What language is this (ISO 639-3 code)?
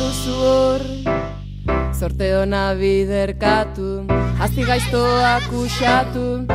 eus